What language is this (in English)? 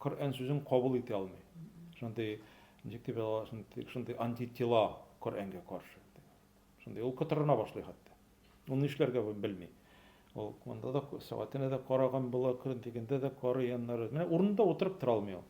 Tatar